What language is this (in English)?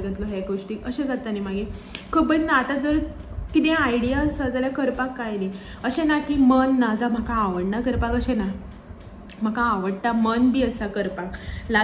Konkani